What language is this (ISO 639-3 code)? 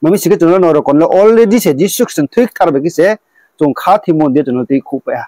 ria